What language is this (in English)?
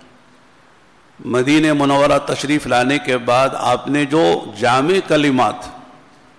Urdu